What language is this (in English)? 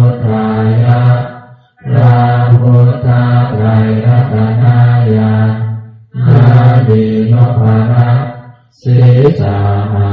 Pali